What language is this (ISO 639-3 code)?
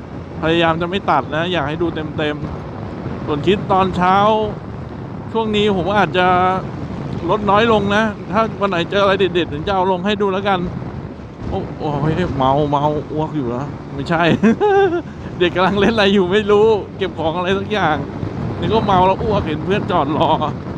tha